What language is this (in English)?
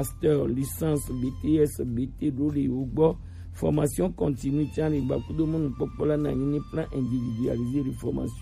Gen